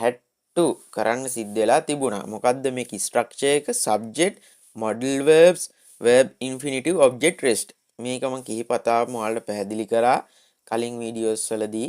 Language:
Sinhala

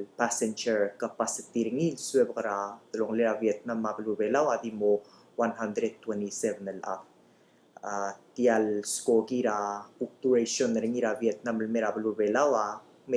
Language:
Palauan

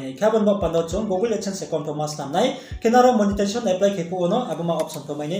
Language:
Riang (India)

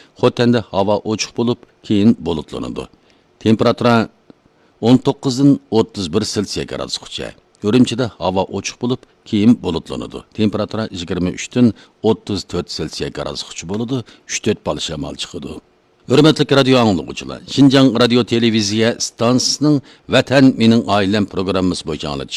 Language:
Uyghur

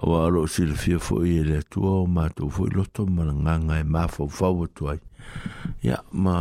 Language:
Samoan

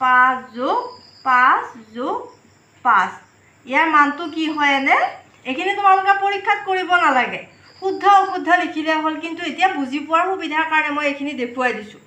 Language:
Assamese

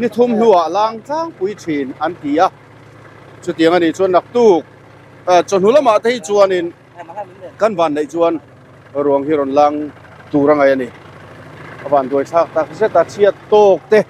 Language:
Mizo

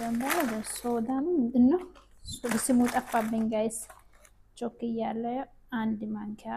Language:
Amharic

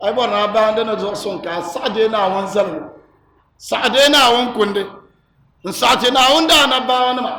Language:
Dagbani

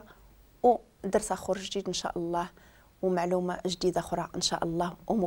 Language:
Moroccan Arabic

